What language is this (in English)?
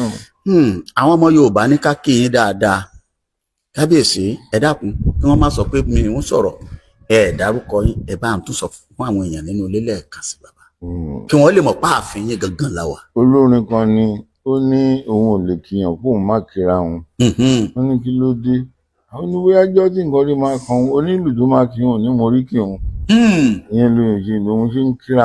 Yoruba